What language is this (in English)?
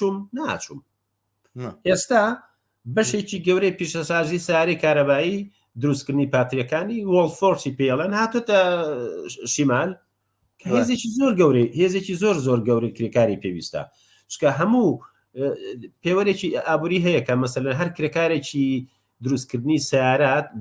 Central Kurdish